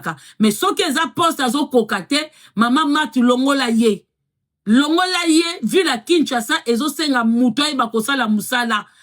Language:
Lingala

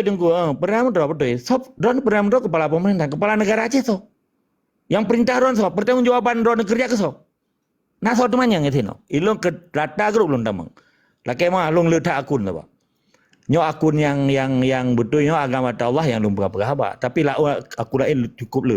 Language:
Achinese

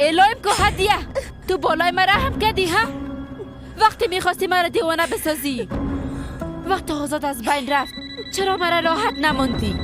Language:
Persian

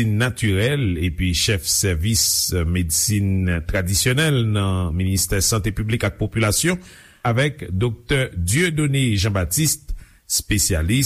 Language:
Haitian Creole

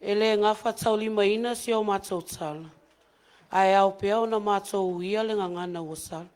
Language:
Samoan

